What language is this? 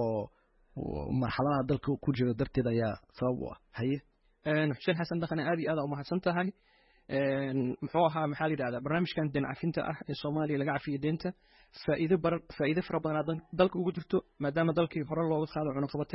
Somali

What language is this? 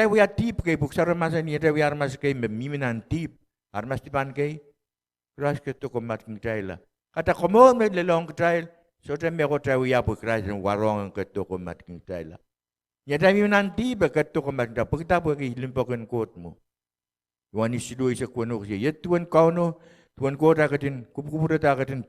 Pohnpeian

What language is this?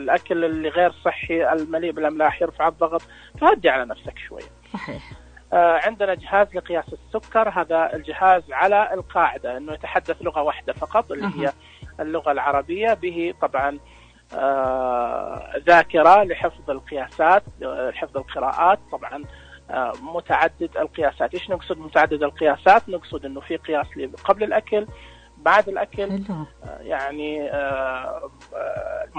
Najdi Arabic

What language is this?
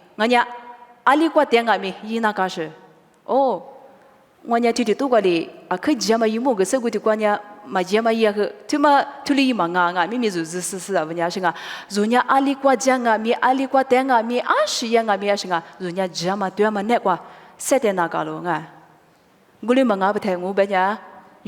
Lisu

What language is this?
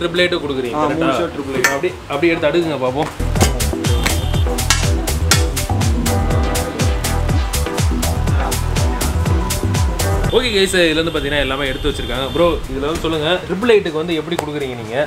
Tamil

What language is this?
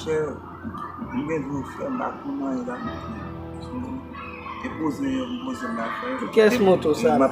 Haitian Creole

